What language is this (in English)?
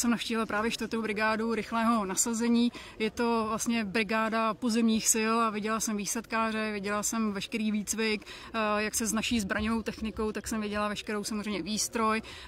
Czech